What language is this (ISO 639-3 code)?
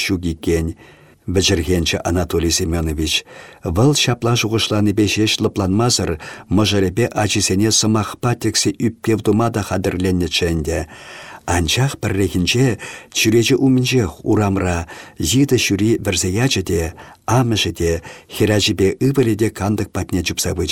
chv